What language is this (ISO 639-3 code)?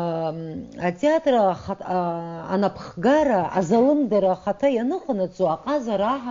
abk